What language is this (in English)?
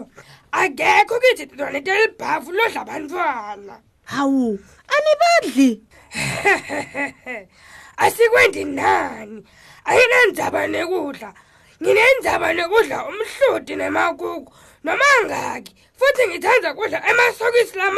Swati